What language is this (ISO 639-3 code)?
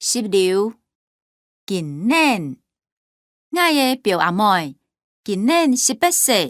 hak